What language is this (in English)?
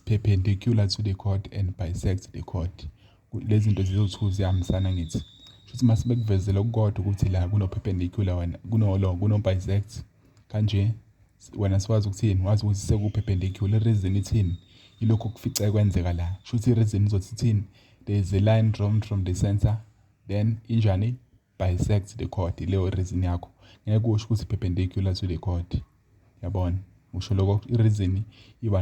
Zulu